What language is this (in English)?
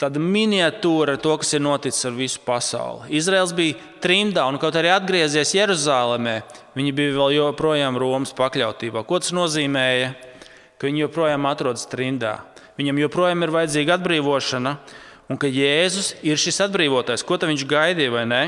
Latvian